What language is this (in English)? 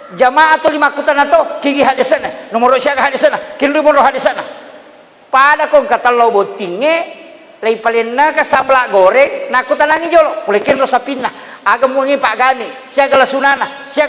Buginese